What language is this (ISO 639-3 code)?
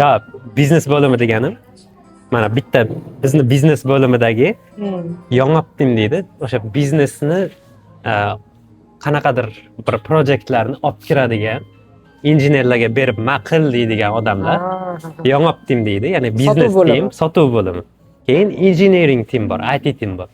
uzb